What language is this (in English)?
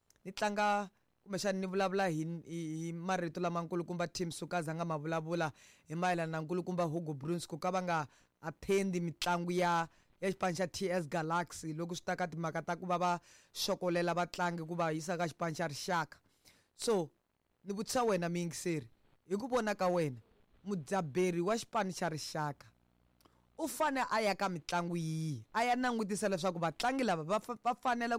Tsonga